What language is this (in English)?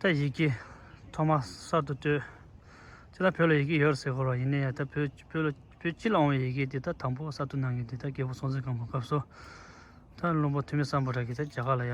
Tibetan